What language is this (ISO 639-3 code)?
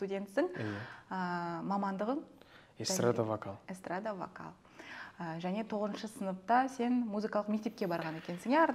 kaz